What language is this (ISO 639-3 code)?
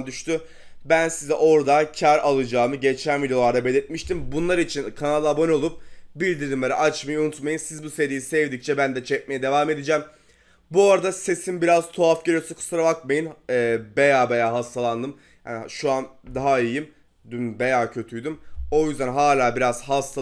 tur